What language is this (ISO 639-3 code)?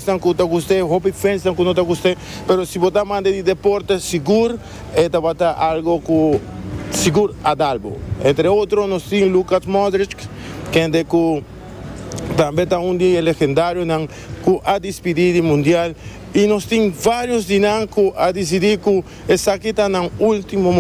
pap